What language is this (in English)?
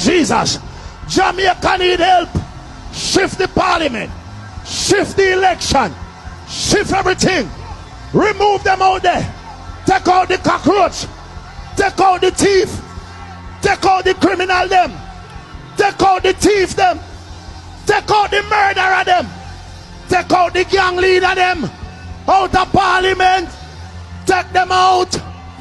Jamaican Creole English